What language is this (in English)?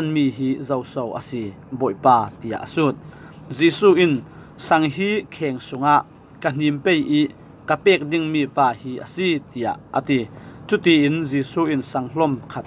Falam Chin